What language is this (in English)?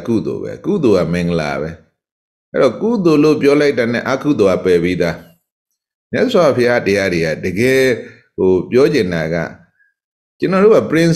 Burmese